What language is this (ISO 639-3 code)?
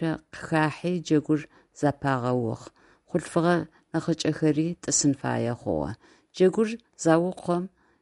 ady